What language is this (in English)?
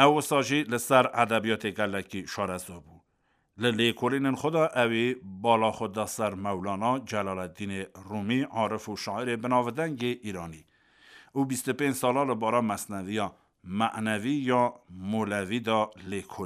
Kurdish